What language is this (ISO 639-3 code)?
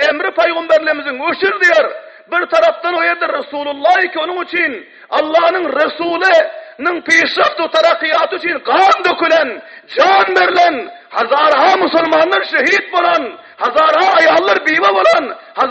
tuk